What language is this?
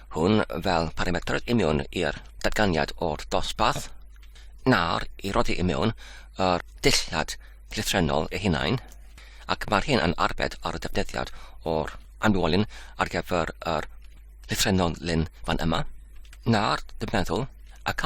Welsh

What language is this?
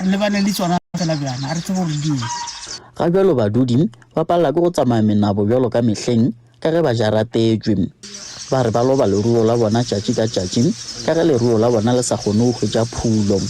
Northern Sotho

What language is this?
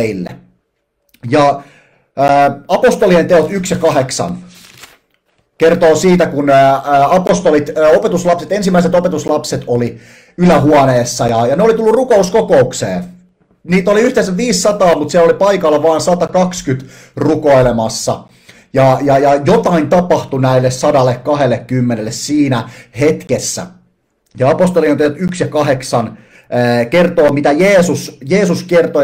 Finnish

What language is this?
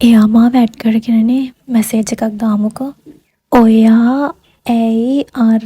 Sinhala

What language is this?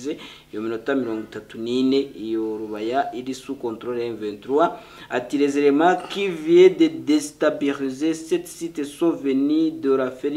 Kinyarwanda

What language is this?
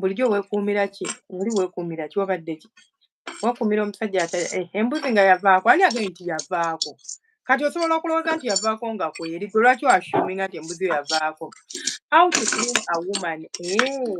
Ganda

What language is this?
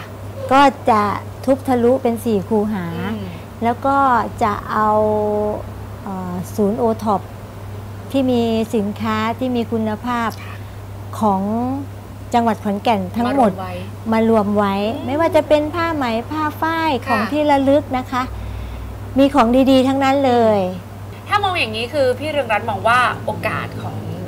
Thai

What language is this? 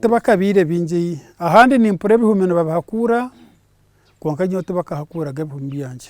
Nyankole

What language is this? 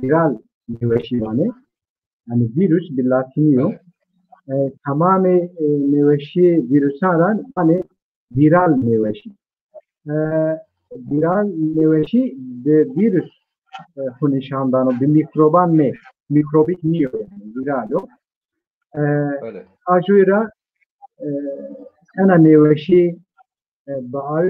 Zaza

